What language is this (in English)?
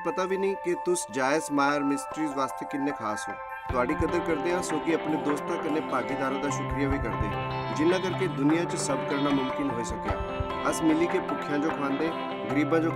Dogri